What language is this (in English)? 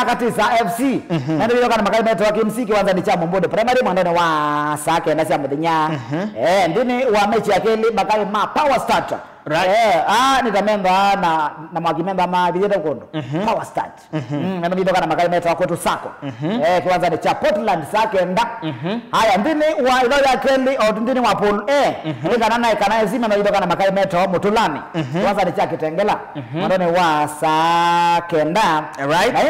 Kamba